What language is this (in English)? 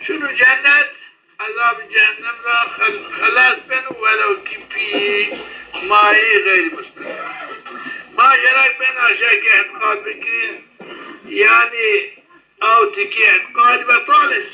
Zaza